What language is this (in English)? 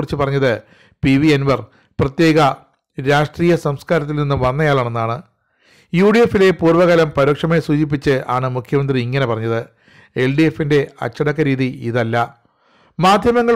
Malayalam